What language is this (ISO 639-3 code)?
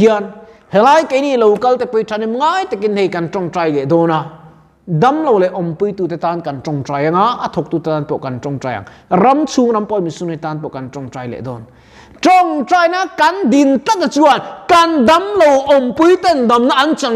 lus